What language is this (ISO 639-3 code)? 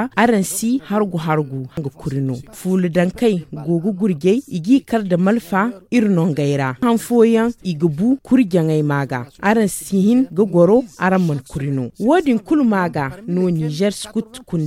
dje